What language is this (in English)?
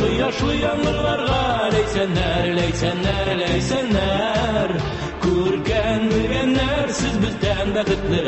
Tatar